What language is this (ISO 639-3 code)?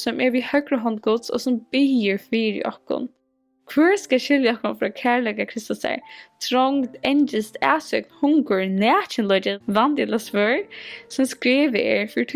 fao